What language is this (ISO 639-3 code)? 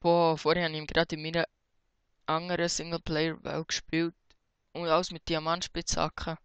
gsw